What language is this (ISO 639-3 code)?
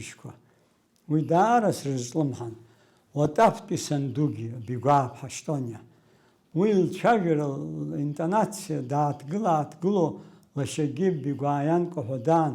abk